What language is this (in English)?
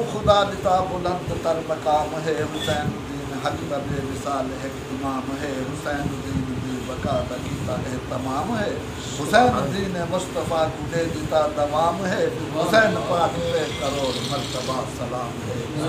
Saraiki